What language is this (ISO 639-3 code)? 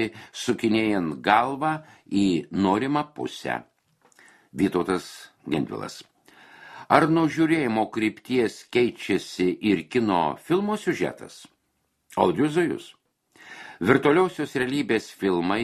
lit